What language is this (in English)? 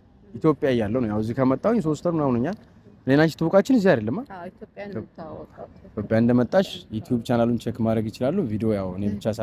Amharic